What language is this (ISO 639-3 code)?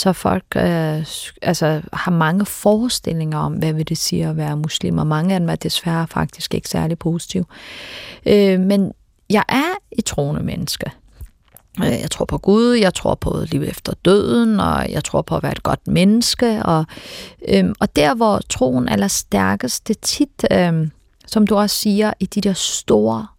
dan